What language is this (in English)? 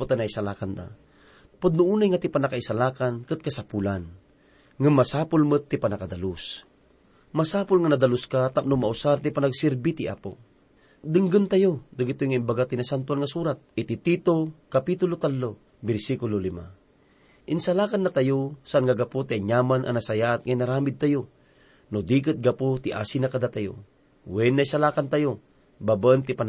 Iloko